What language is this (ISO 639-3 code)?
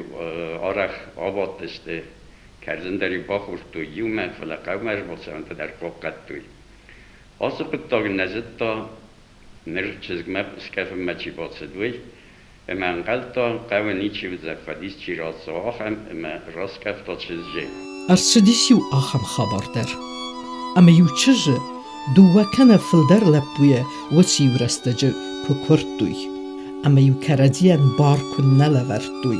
oss